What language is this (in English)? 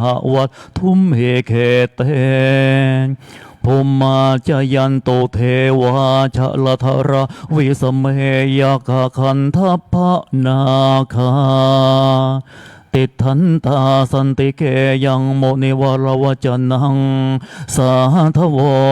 Pali